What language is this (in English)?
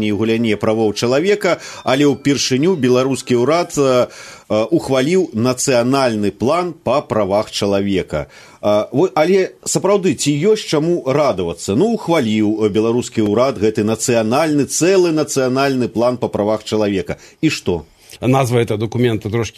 Belarusian